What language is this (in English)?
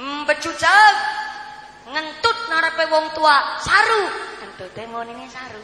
Javanese